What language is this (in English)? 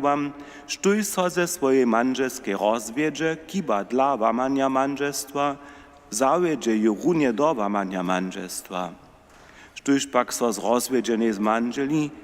Upper Sorbian